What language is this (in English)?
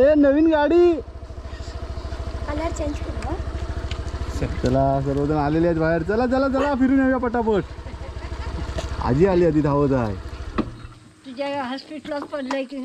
Marathi